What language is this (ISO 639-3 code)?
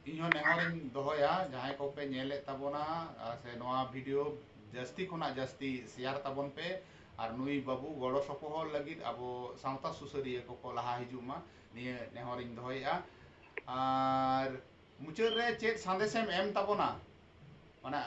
sat